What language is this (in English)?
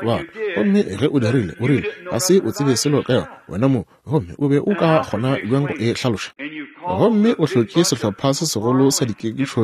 Northern Sotho